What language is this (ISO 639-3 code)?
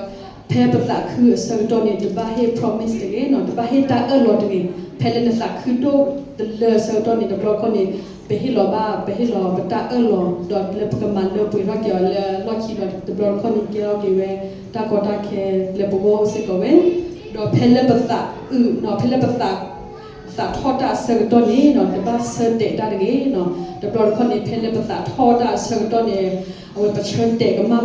ksw